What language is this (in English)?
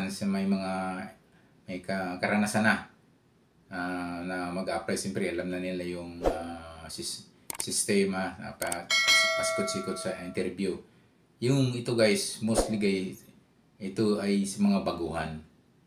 Filipino